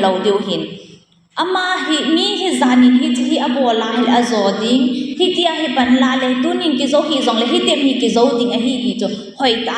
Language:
Thado Chin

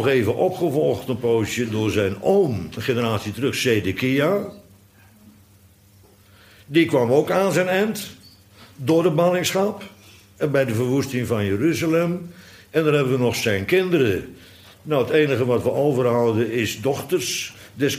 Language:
Dutch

